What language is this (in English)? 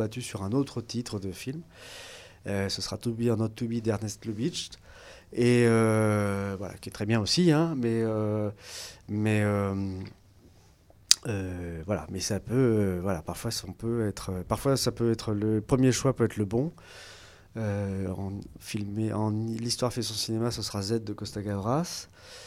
French